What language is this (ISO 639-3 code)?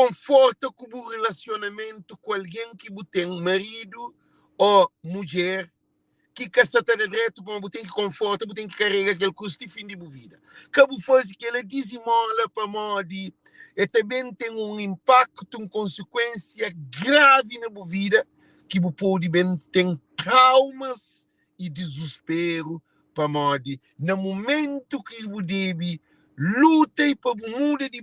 kea